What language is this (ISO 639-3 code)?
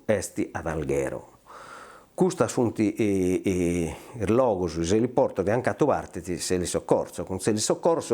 srd